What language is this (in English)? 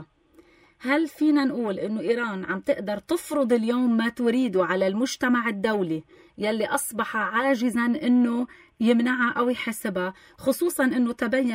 North Levantine Arabic